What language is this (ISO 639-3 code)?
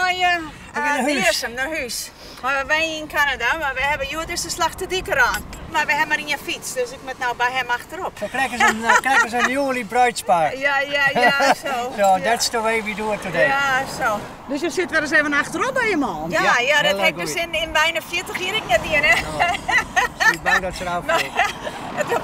fry